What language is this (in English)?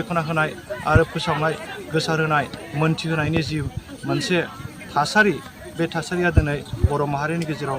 Bodo